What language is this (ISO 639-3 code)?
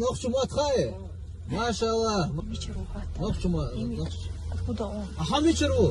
che